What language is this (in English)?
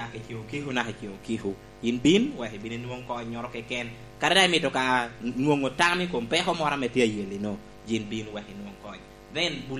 Lango (Uganda)